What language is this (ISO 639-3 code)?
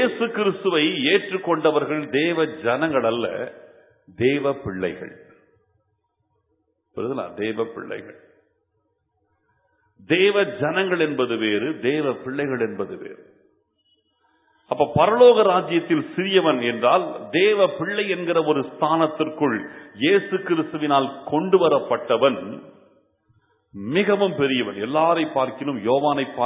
tam